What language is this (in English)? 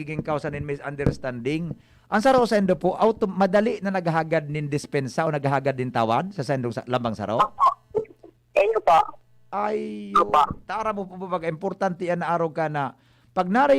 Bikol